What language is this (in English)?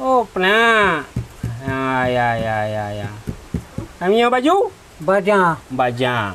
Achinese